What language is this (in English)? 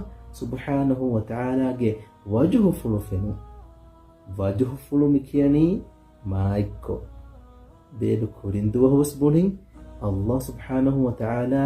Divehi